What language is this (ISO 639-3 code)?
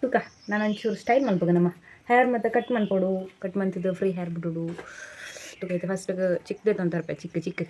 tcy